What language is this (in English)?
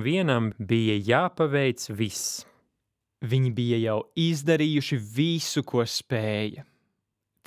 Latvian